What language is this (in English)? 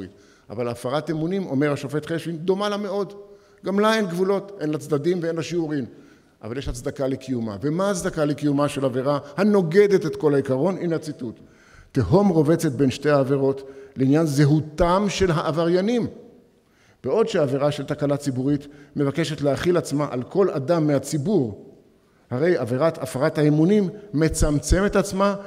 Hebrew